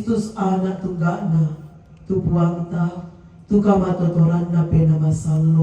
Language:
Toraja-Sa'dan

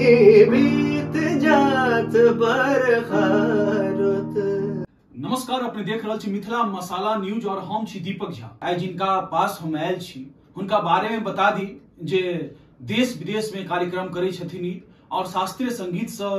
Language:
Maithili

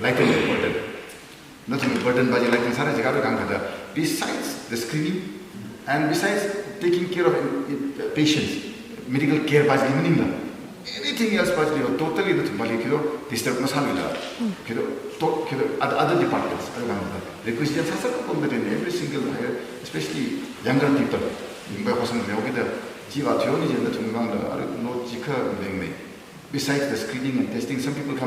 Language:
Tangkhul Naga (India)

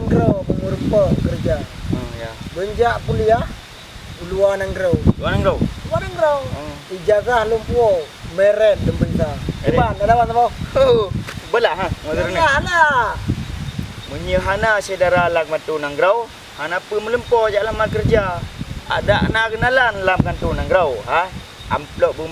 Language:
Achinese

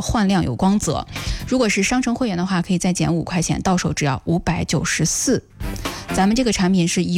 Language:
Chinese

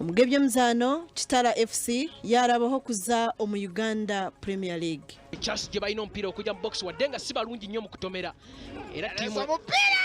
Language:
Nyankole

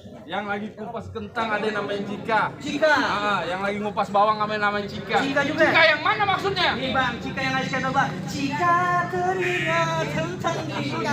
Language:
Betawi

